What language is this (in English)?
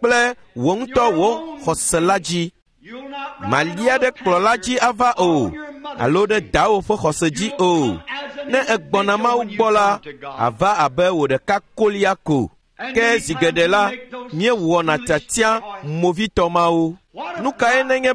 Ewe